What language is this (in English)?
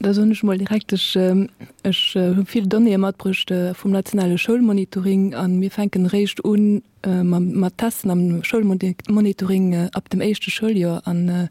Luxembourgish